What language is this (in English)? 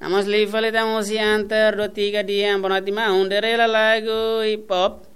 Tetum